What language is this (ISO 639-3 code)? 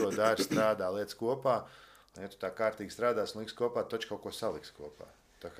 lav